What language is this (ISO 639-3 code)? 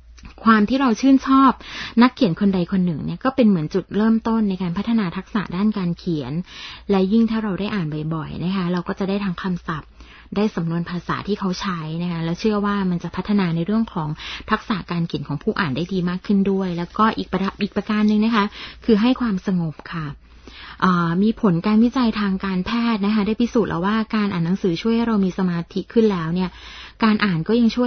tha